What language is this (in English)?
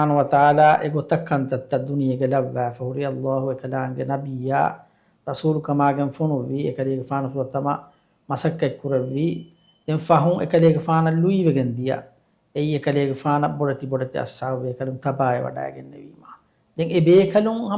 Divehi